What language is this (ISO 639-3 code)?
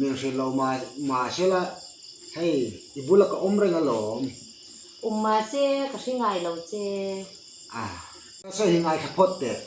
hmr